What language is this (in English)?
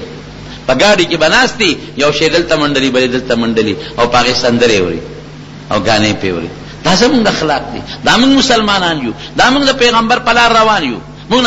Pashto